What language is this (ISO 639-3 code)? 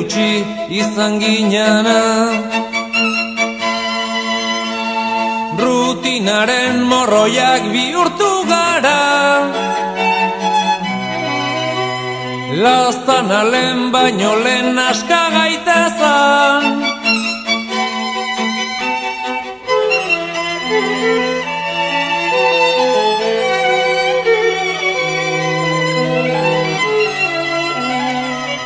eus